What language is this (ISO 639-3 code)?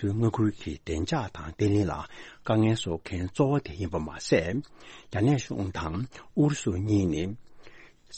bod